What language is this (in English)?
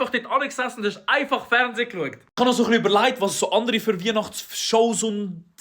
Swiss German